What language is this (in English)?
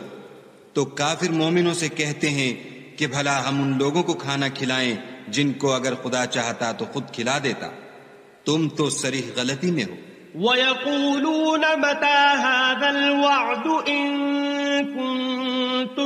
Urdu